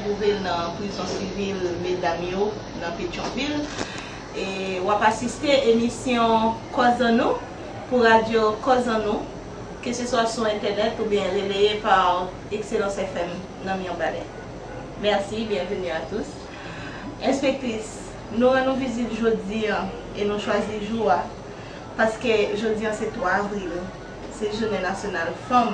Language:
Haitian Creole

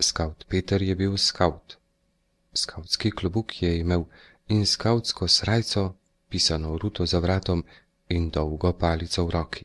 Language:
Slovenian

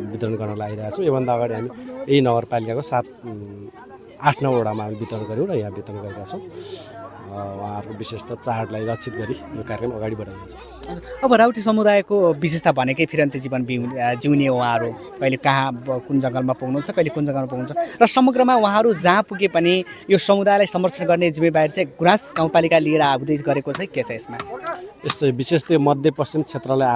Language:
Nepali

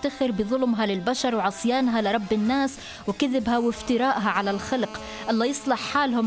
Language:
Arabic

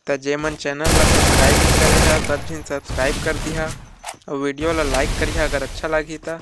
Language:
Chhattisgarhi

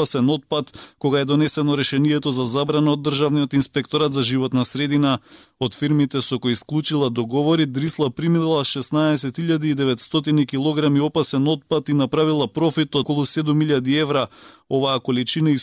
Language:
Macedonian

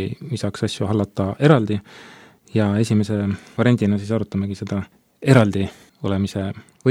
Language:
Estonian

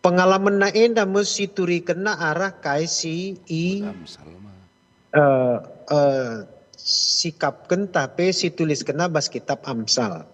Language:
Batak Karo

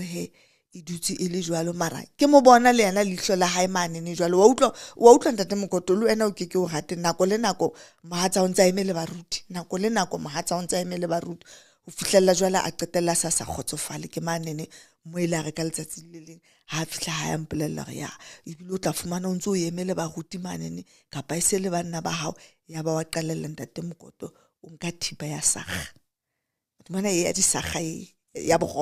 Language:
Southern Sotho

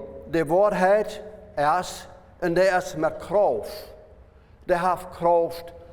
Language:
Plautdietsch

